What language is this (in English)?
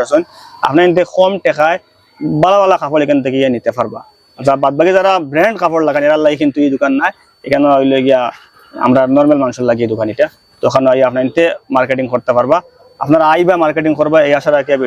Sylheti